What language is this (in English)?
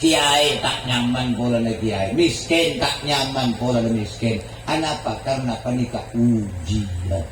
Madurese